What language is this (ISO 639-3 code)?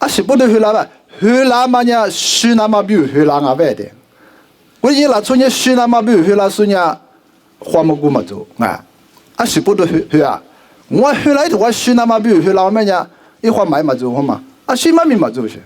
lis